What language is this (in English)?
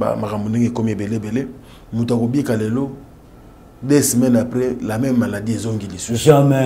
Lingala